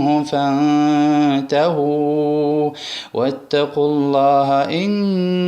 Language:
Lezghian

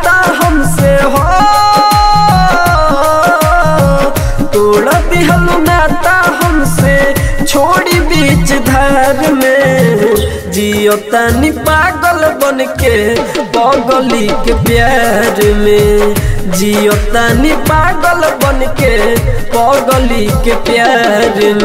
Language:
Bhojpuri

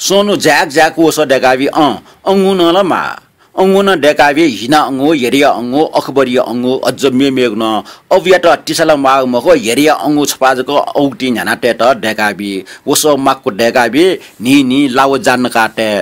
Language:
Newari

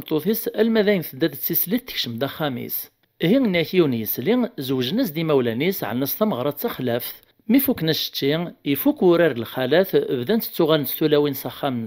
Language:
Kabyle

